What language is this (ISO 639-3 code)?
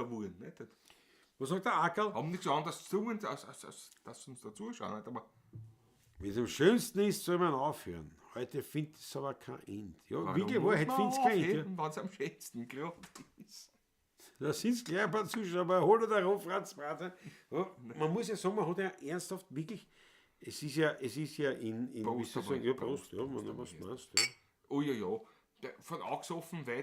bar